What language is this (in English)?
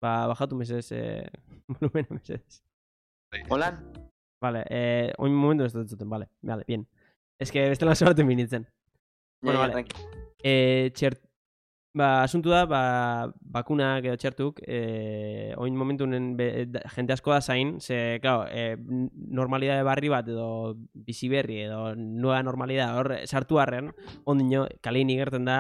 Basque